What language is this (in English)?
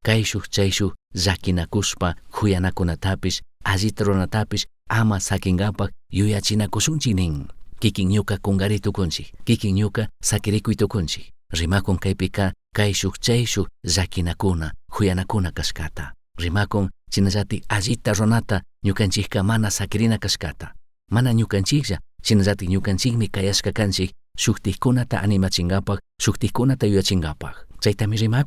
Chimborazo Highland Quichua